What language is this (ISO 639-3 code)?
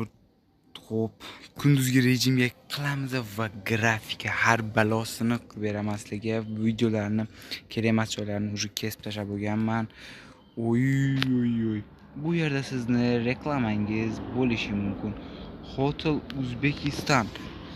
uzb